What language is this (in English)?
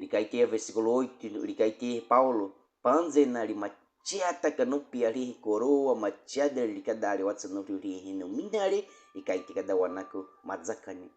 Baniwa